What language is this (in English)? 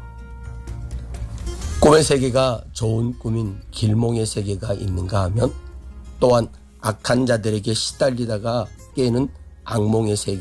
Korean